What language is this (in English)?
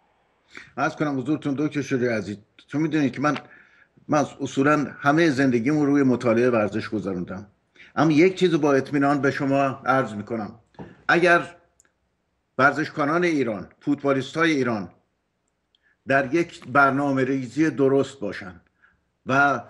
Persian